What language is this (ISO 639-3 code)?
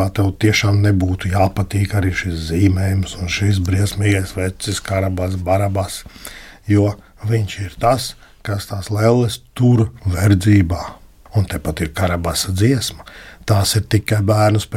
lav